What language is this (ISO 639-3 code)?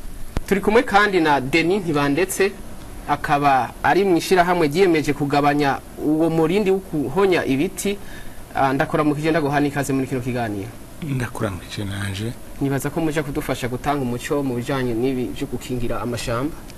run